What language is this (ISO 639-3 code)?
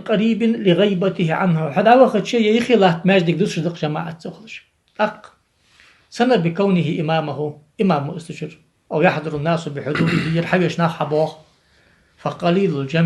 inh